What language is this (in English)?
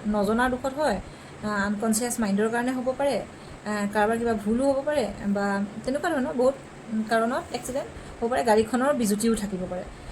Assamese